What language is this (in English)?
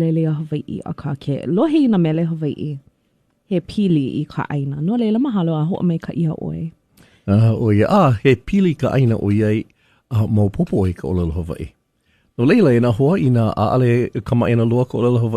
Hawaiian